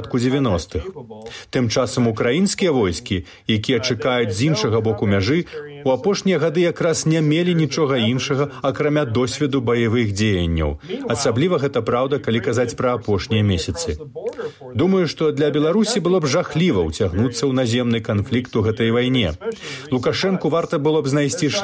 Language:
Belarusian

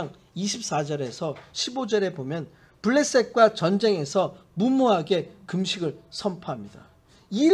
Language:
Korean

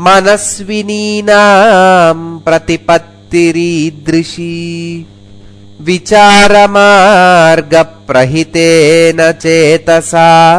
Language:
Sanskrit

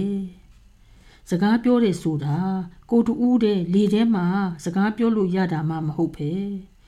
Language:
Burmese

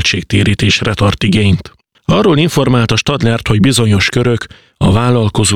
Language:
Hungarian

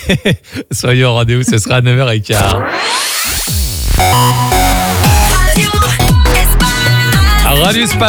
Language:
French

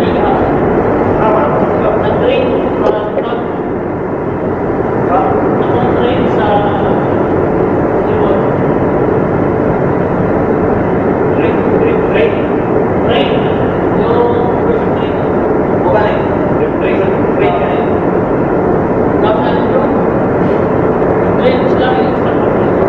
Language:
Filipino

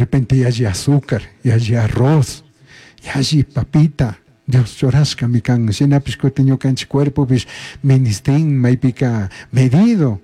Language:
Chimborazo Highland Quichua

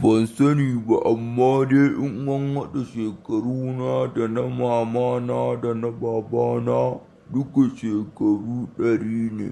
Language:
Hausa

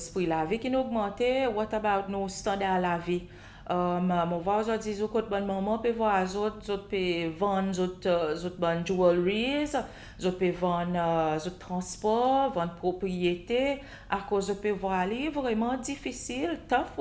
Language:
Seselwa Creole French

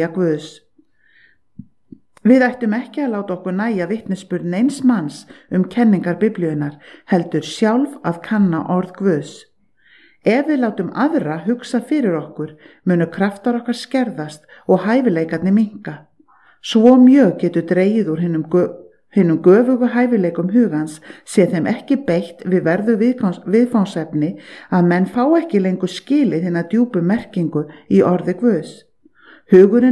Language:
Icelandic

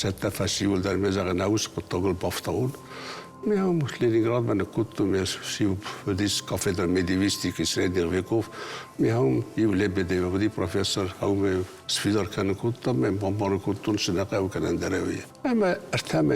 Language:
Ossetic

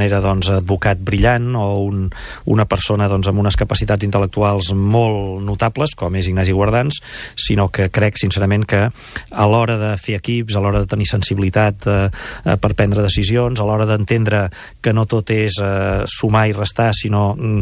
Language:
Catalan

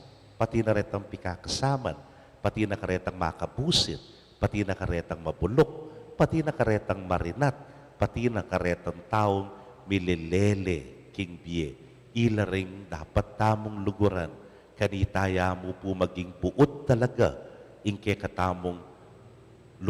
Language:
Pampanga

